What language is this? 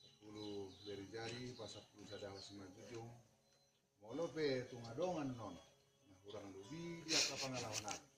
Batak Toba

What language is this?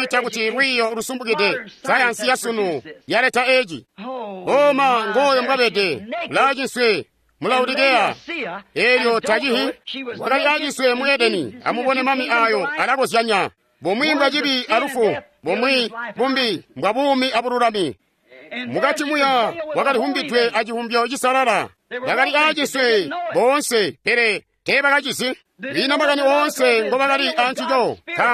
Tonga (Zambia)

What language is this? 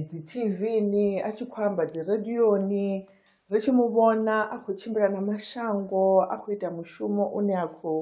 Venda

